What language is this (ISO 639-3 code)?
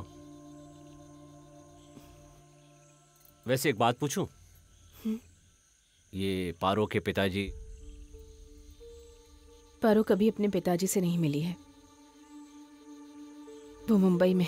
hin